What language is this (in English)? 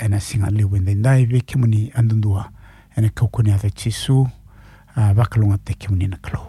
Fijian